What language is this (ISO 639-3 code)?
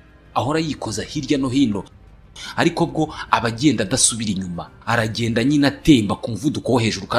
kin